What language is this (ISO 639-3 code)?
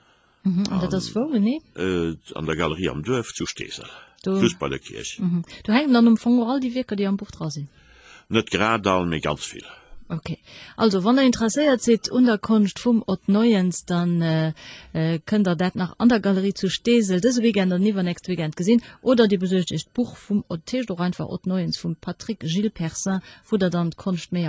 ltz